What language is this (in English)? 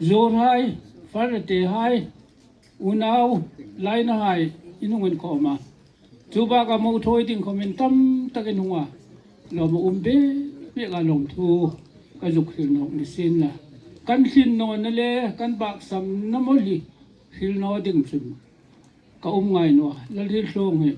Hmar